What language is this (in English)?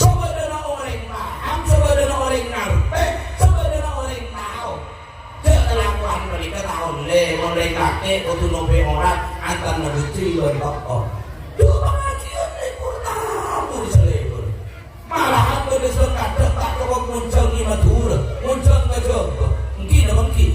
Madurese